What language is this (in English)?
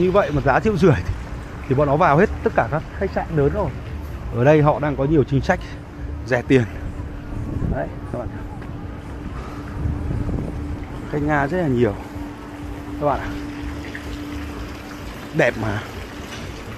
Vietnamese